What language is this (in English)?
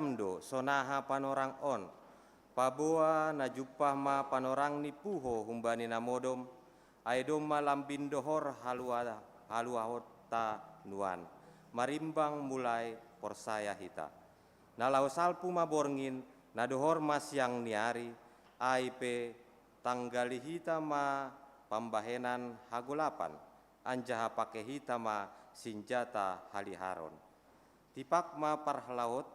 Batak Simalungun